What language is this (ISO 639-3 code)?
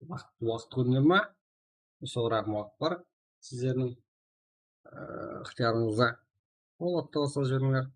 kaa